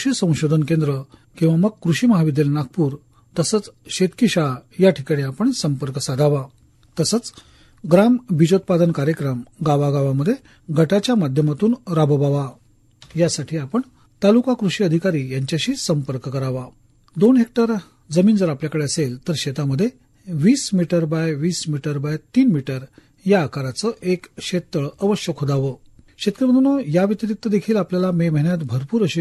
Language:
Marathi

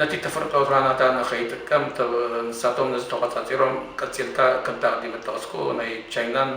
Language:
Tigrinya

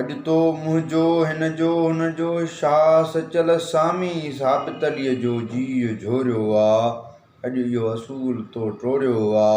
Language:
Sindhi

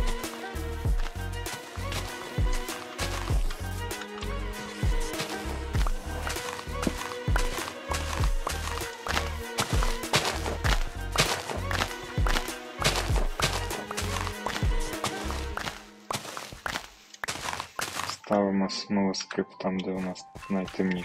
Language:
Ukrainian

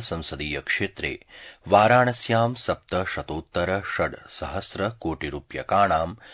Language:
Sanskrit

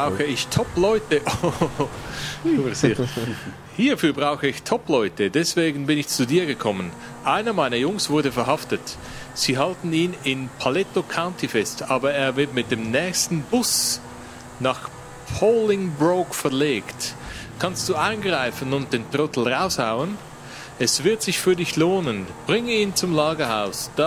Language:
Swiss German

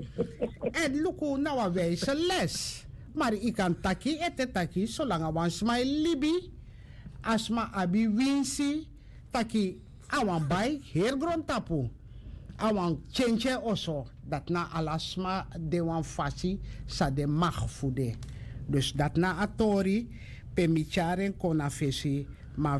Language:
Sranan Tongo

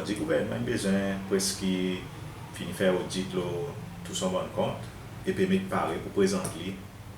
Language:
Seselwa Creole French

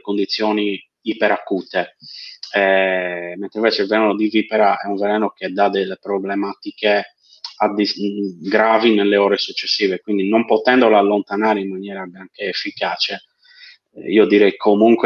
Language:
Italian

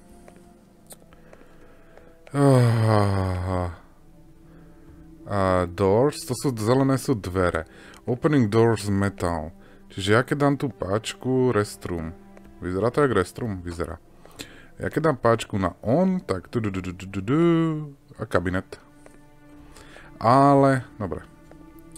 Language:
Slovak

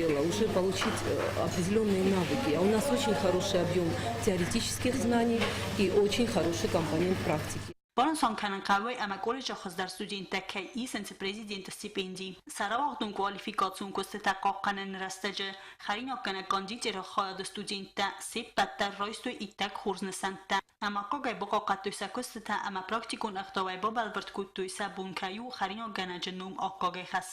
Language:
Ossetic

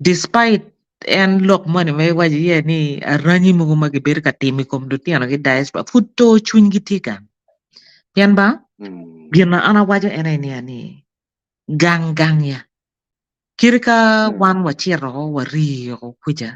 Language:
Acoli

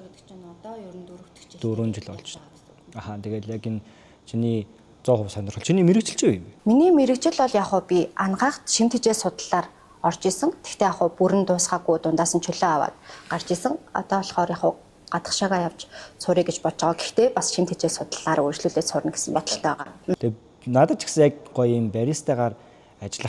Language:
Mongolian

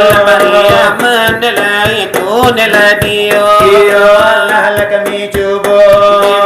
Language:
Minangkabau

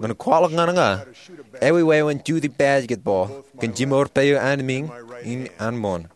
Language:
Marshallese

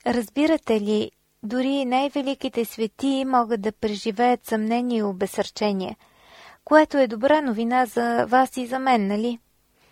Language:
Bulgarian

